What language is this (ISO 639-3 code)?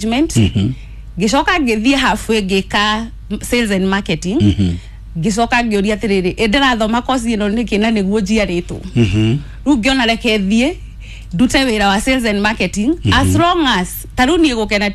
kik